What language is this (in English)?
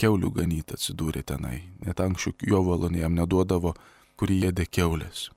Lithuanian